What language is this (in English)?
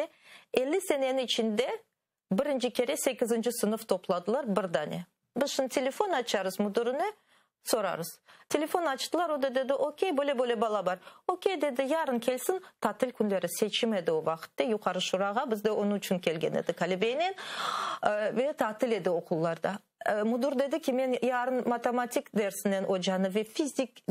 Crimean Tatar